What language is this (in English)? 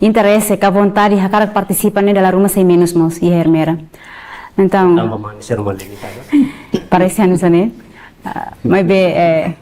Tetum